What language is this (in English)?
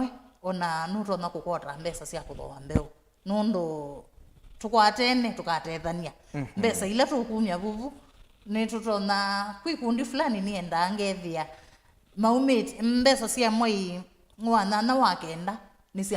Kamba